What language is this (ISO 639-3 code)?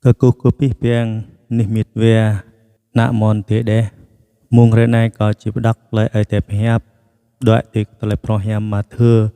jra